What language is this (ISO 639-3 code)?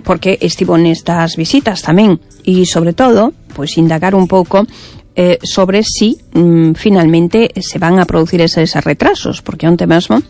glg